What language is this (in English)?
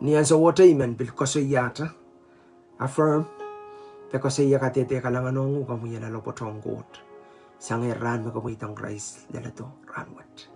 Pohnpeian